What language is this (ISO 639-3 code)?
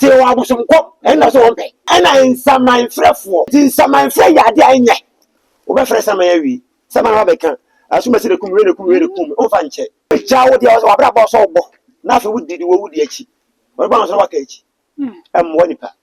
aka